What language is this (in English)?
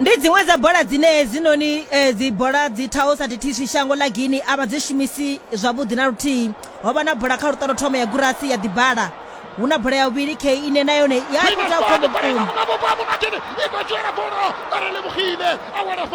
Venda